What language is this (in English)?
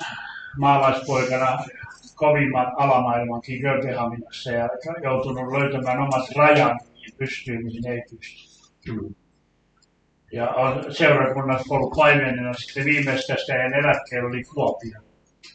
Finnish